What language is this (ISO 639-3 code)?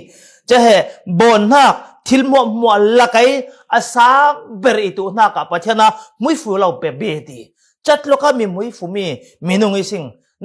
cfm